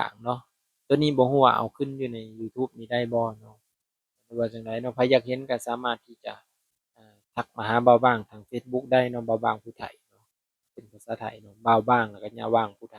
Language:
Lao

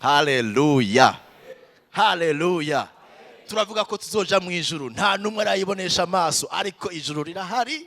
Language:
Rundi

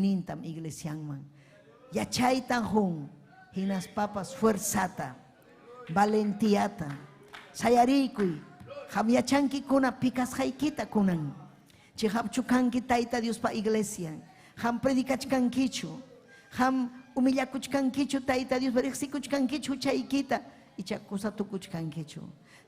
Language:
Ayacucho Quechua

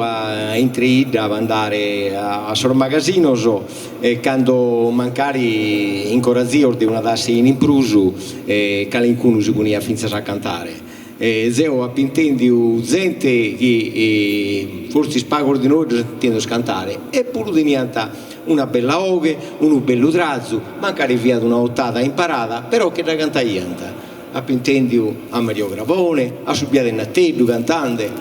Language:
Sardinian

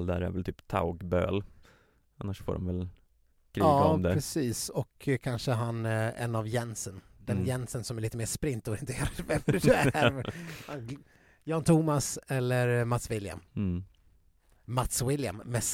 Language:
Swedish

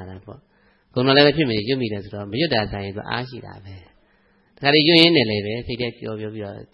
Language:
Burmese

